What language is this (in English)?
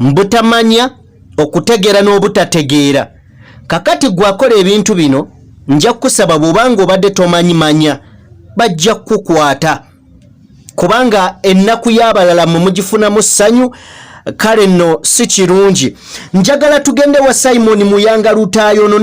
Ganda